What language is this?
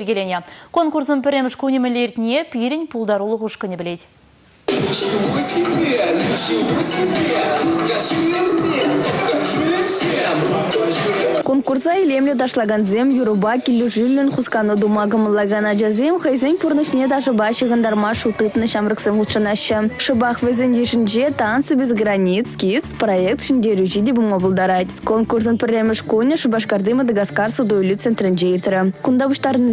Chuvash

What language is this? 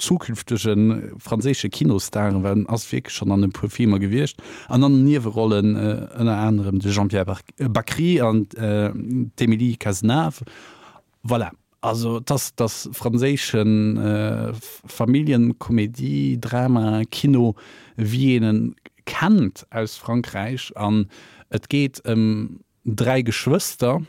Luxembourgish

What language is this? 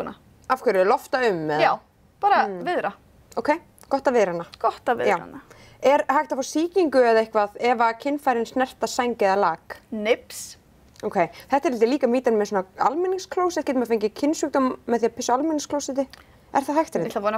Icelandic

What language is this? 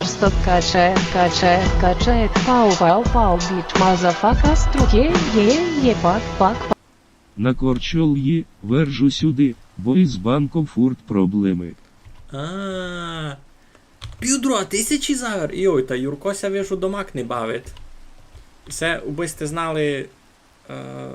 Rusyn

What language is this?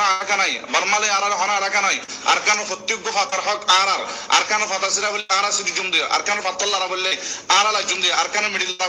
Rohingya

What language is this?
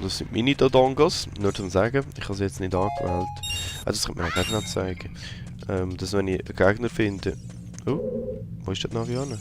Swiss German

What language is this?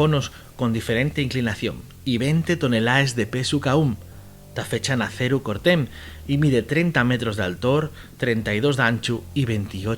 Asturian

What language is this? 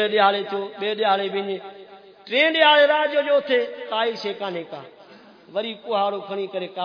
Saraiki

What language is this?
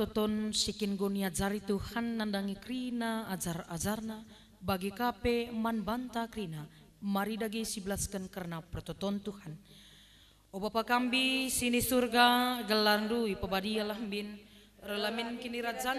Batak Karo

